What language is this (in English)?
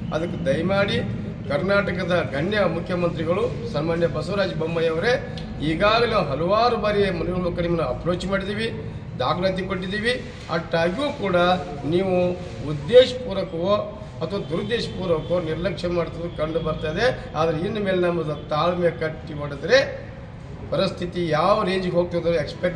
Kannada